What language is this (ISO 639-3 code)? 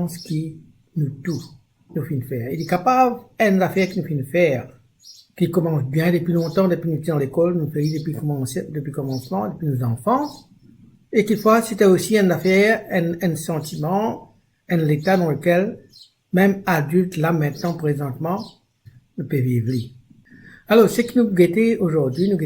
mfe